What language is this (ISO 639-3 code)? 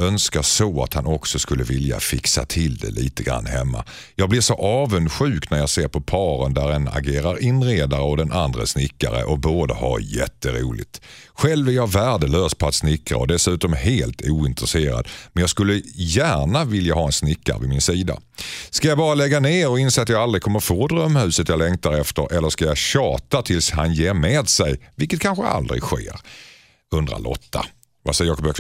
swe